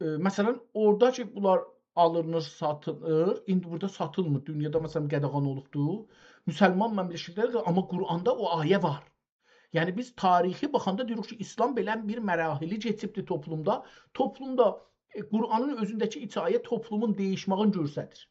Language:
South Azerbaijani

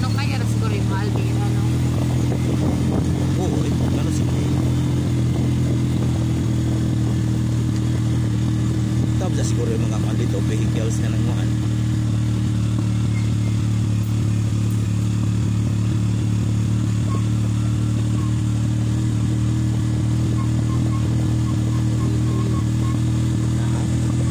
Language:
Cebuano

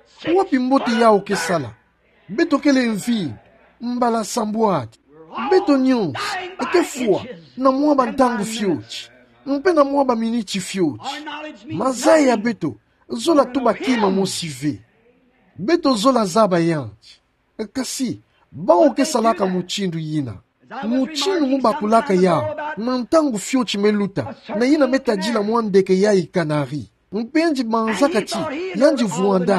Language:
Kituba (Democratic Republic of Congo)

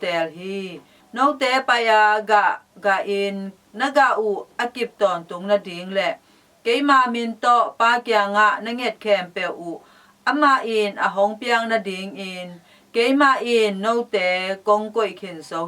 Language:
Tedim Chin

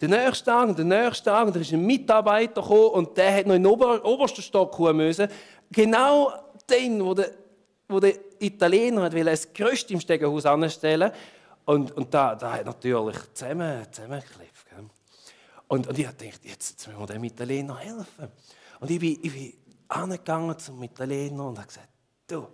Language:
Swiss German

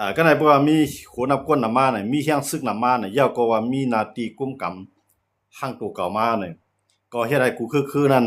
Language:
Shan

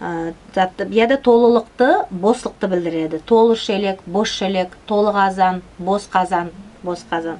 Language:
Nogai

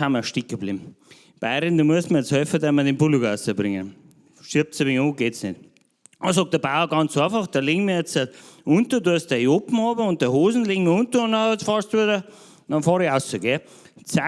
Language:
Bavarian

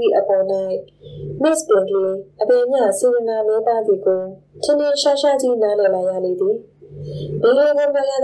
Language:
Burmese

